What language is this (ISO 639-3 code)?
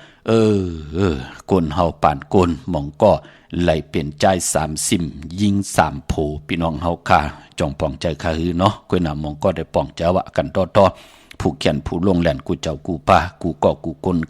shn